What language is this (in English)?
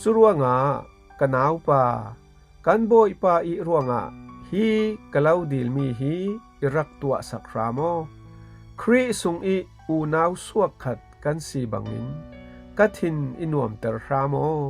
Falam Chin